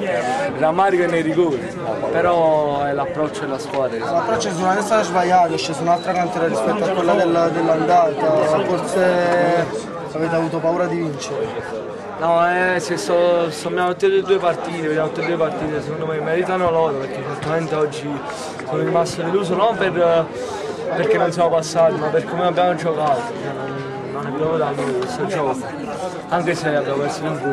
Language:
Italian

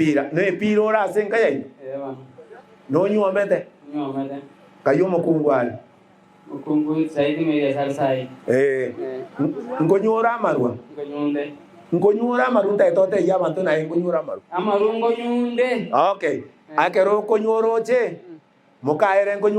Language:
Gusii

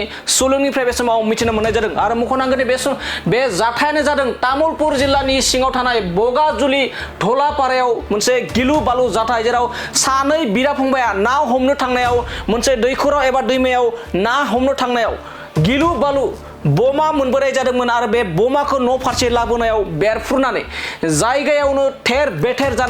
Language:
Bodo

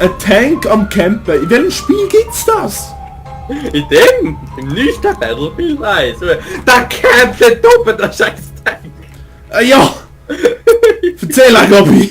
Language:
Swiss German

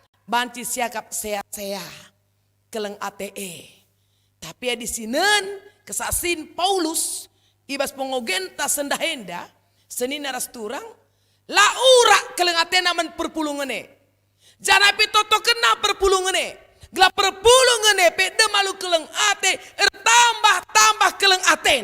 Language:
Batak Karo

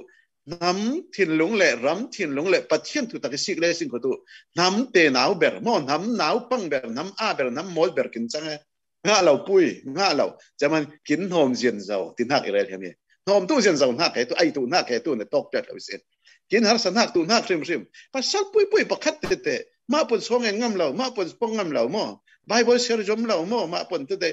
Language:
Falam Chin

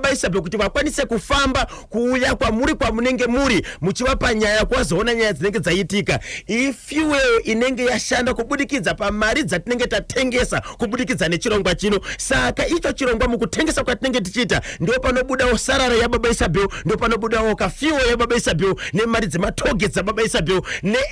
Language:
Shona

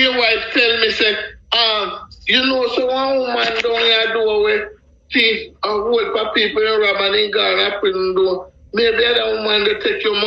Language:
Jamaican Creole English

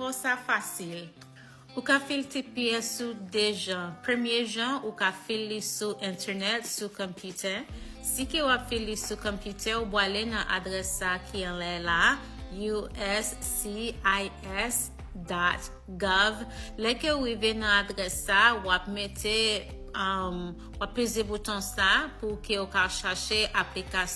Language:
Haitian Creole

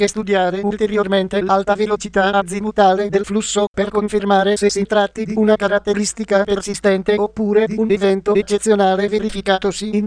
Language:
Italian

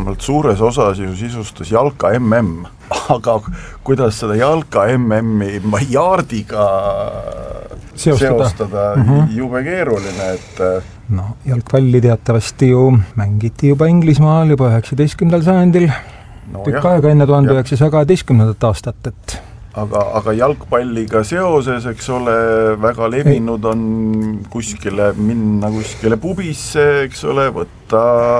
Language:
Estonian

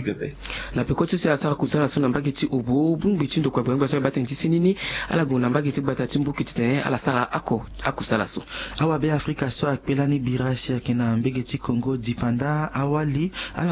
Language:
Sango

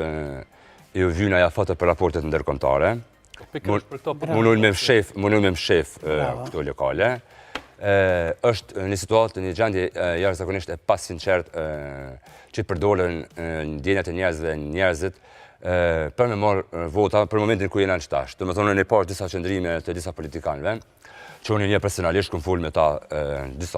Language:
Albanian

